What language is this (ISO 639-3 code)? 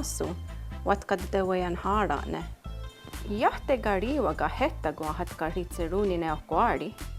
moh